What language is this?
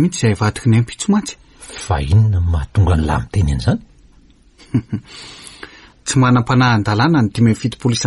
Malagasy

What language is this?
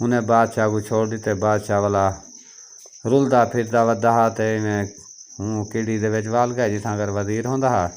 Saraiki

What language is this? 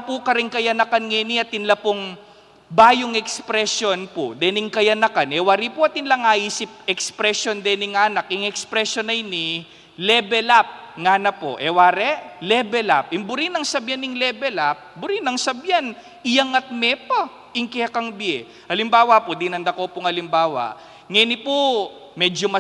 Pampanga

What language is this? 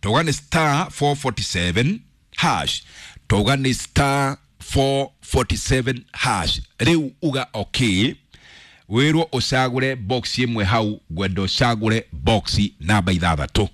Kikuyu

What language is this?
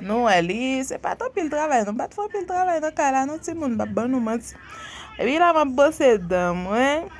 Haitian Creole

